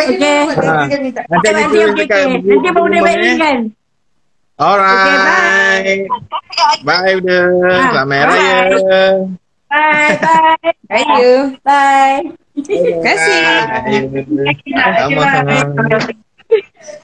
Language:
Malay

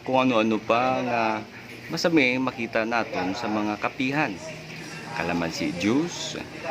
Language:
Hiligaynon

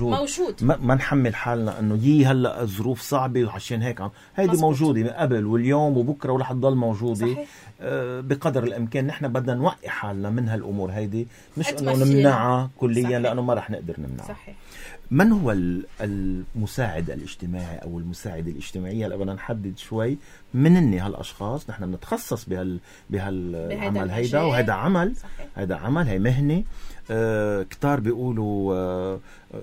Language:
North Levantine Arabic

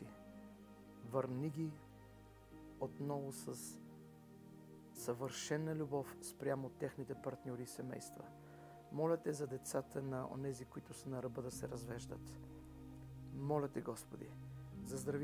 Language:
Bulgarian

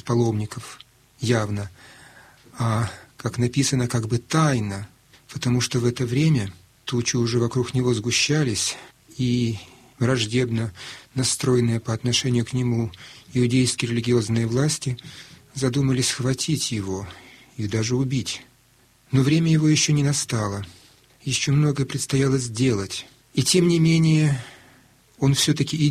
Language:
Russian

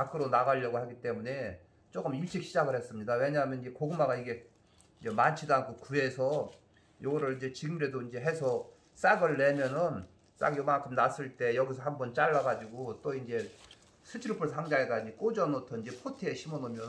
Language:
Korean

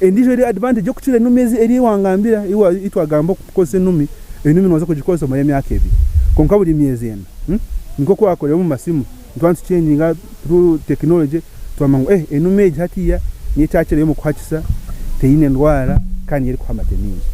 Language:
Nyankole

